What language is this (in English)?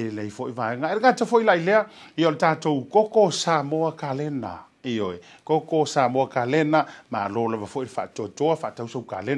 Samoan